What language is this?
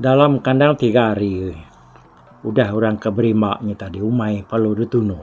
Iban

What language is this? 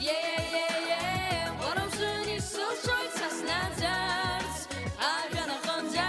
Abkhazian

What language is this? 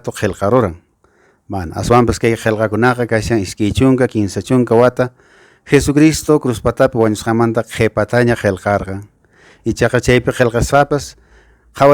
Quechua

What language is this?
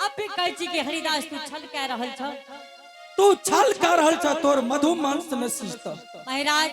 Angika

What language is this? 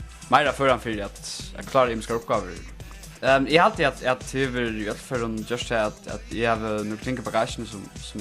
Faroese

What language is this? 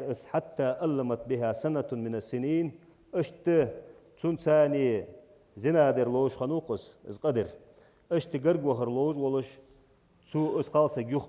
Ingush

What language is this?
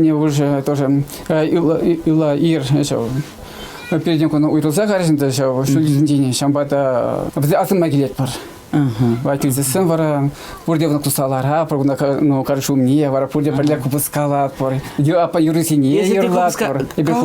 Chuvash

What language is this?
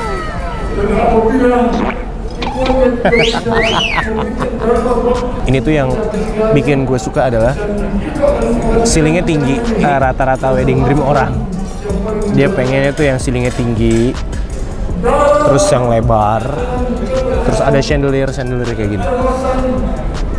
Indonesian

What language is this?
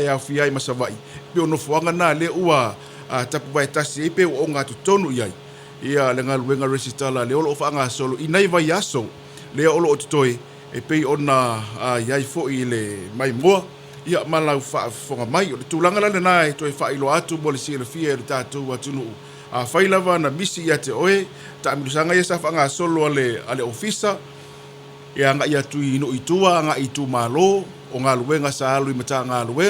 Samoan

